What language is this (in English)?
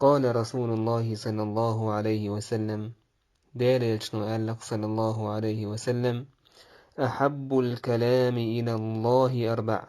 Chechen